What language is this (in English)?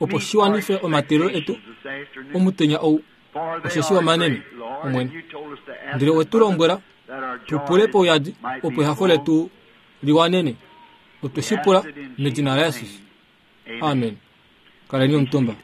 Kuanyama